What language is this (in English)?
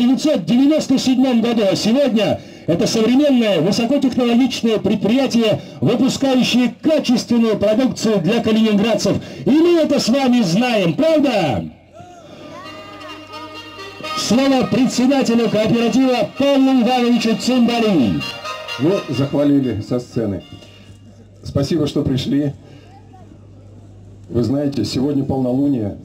Russian